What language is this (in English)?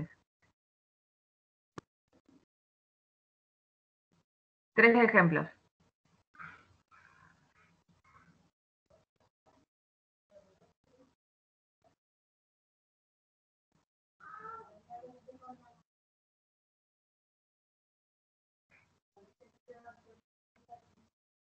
Spanish